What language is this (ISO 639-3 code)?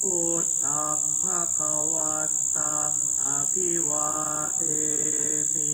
pli